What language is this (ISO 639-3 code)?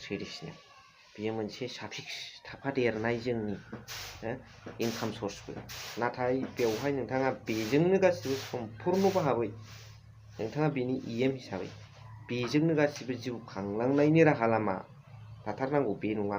brx